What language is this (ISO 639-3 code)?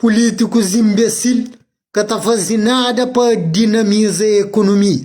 kea